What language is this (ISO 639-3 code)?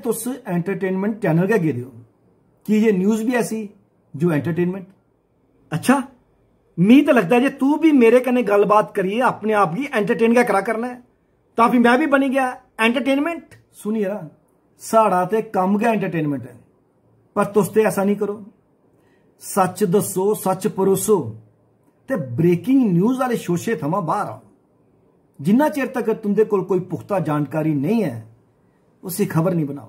doi